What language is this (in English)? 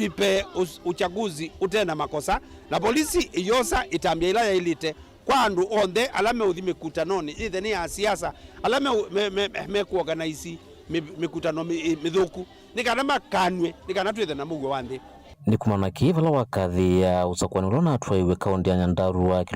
Kamba